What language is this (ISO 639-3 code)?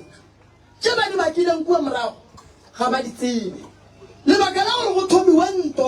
nso